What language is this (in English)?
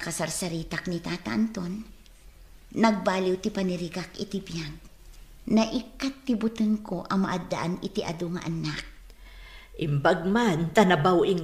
Iloko